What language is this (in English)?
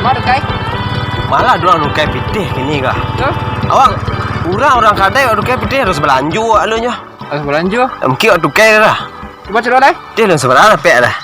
Minangkabau